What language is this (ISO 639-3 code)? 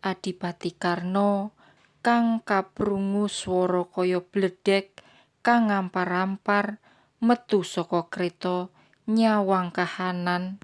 jav